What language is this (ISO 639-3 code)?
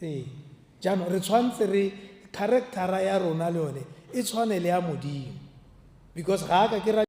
tsn